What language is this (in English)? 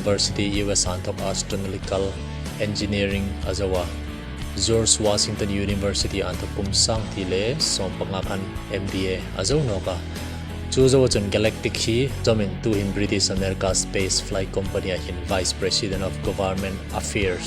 Hmar